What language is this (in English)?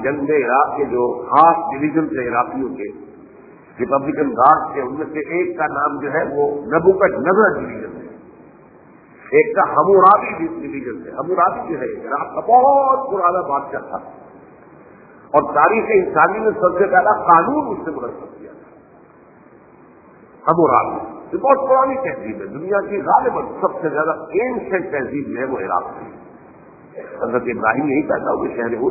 Urdu